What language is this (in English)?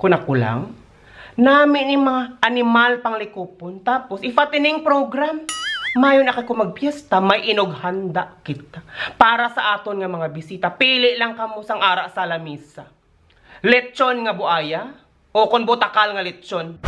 Hiligaynon